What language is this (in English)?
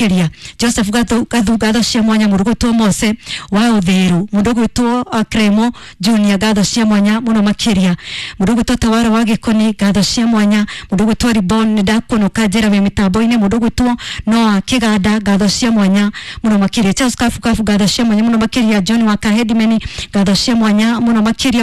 Kikuyu